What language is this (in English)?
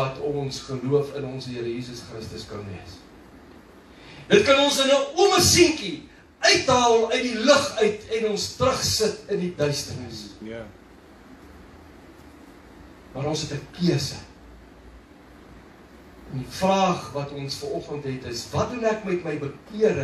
Afrikaans